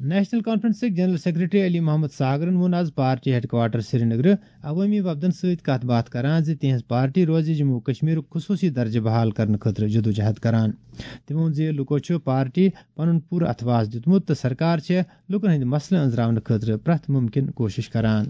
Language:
Kashmiri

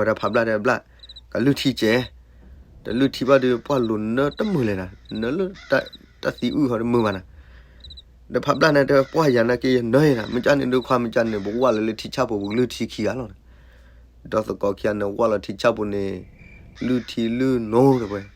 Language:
S'gaw Karen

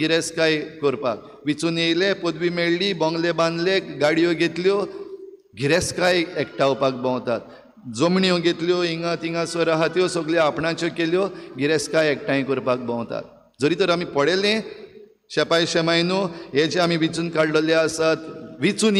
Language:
Konkani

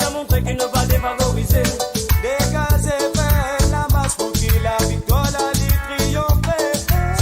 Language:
Morisyen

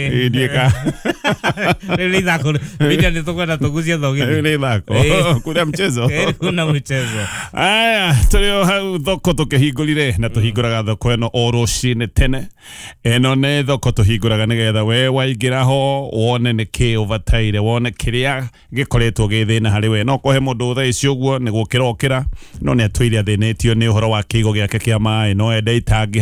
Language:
Kikuyu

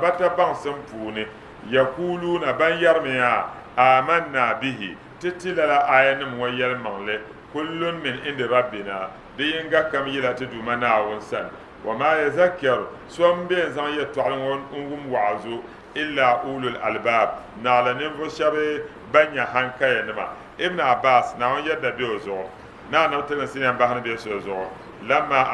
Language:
Dagbani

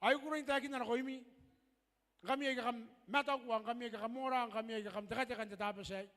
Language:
Gilbertese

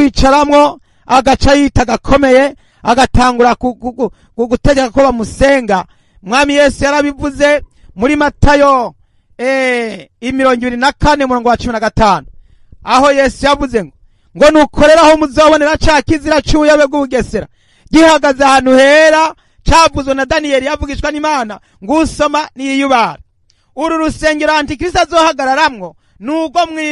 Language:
Rundi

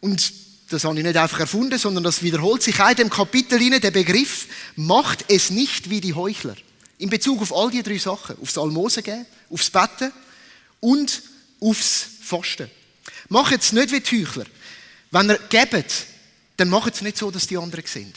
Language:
Swiss German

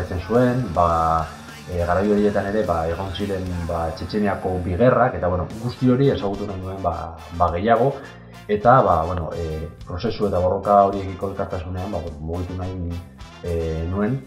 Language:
Basque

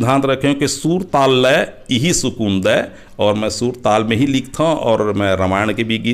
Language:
Chhattisgarhi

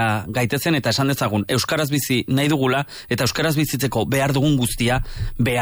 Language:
Basque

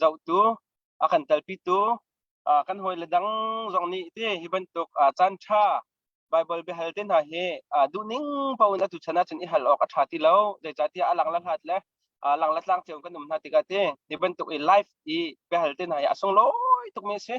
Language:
Hakha Chin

